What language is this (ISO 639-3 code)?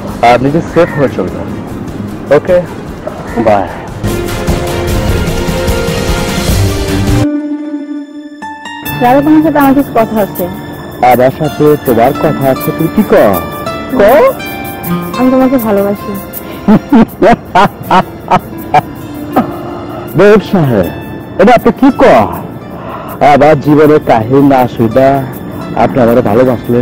ben